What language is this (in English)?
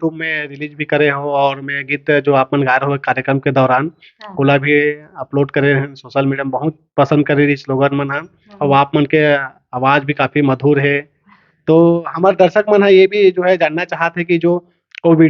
Chhattisgarhi